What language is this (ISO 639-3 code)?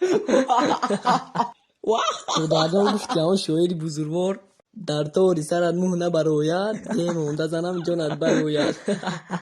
tgk